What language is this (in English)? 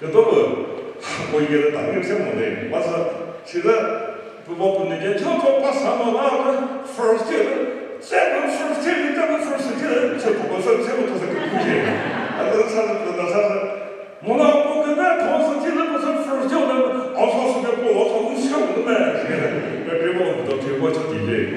Chokri Naga